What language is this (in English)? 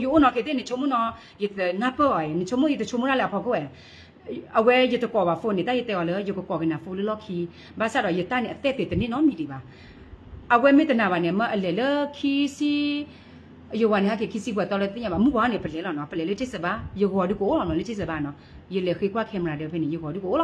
S'gaw Karen